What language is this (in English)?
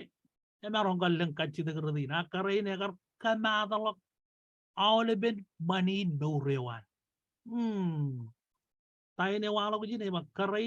Marshallese